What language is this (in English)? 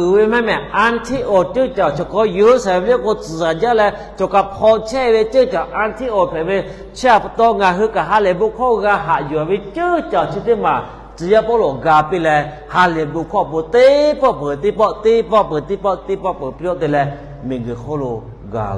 Lahu